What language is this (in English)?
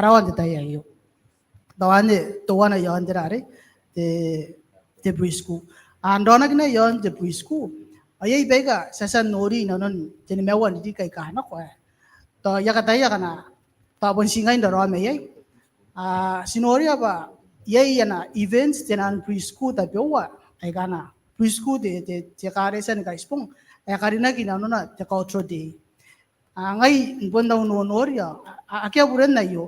Gilbertese